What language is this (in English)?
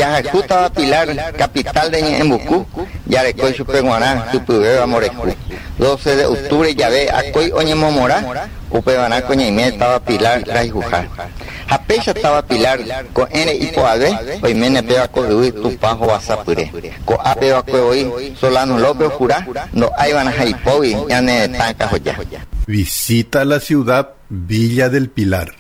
Guarani